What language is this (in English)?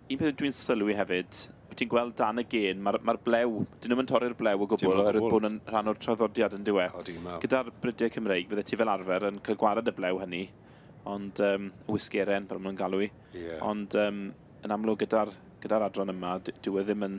Welsh